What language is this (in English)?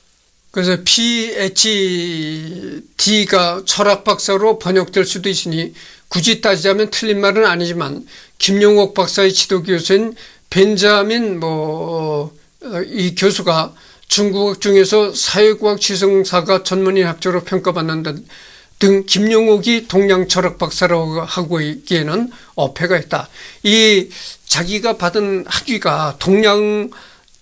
Korean